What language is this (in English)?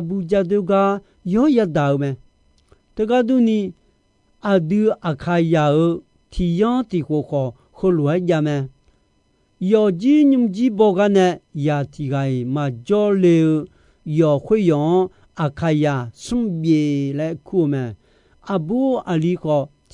Akha